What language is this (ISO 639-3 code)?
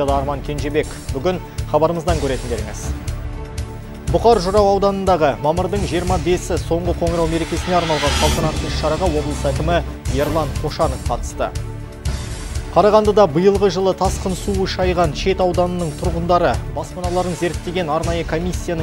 kaz